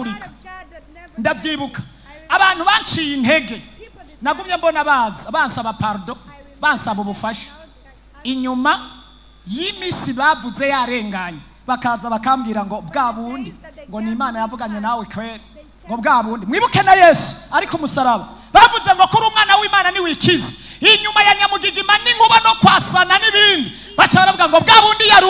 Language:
Rundi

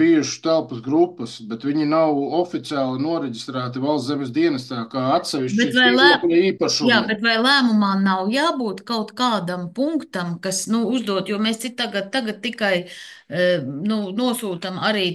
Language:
Latvian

